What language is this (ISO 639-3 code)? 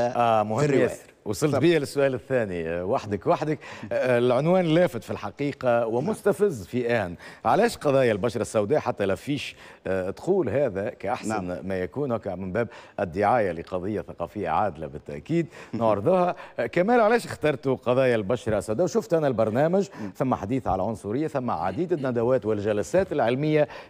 aeb